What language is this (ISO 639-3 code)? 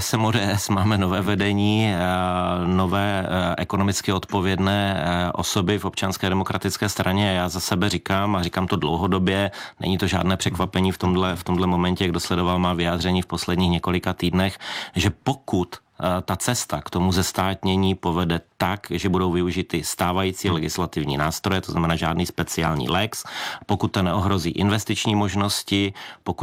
ces